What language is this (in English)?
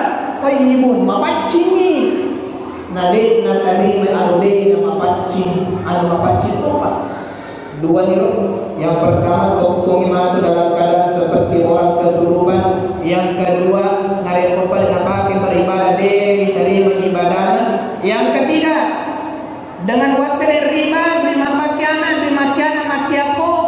Buginese